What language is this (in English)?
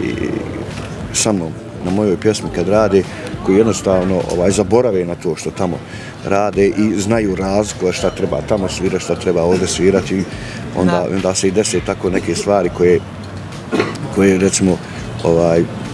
Bosnian